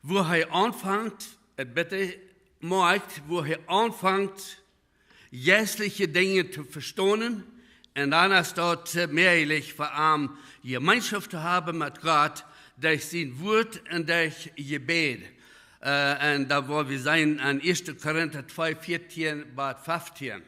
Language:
Plautdietsch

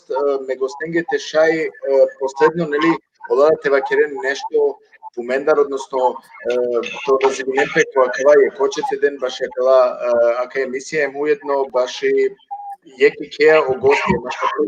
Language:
Balkan Romani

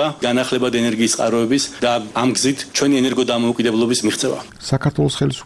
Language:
Georgian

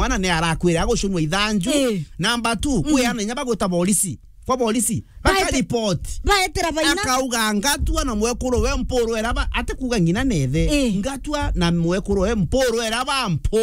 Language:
Meru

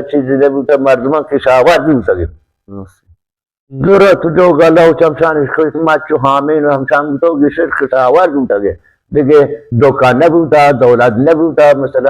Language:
Baluchi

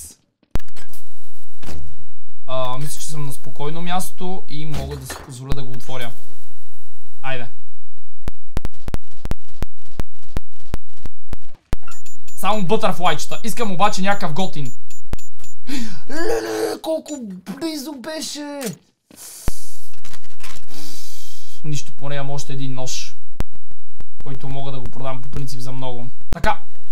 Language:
Bulgarian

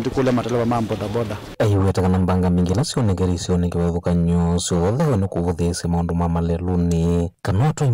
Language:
Kamba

